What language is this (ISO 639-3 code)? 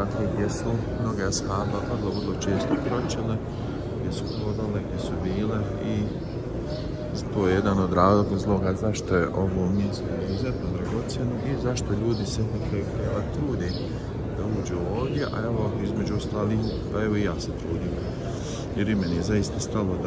bos